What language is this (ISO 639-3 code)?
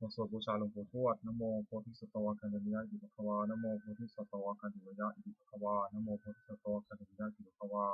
pli